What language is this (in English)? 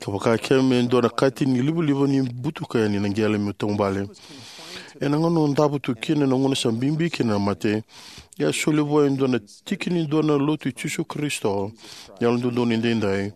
Fijian